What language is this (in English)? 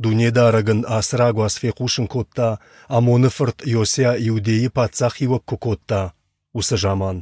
Ossetic